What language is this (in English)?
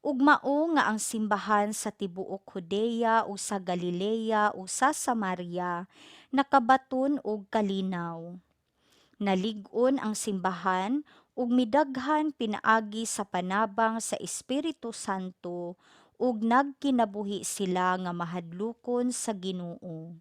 Cebuano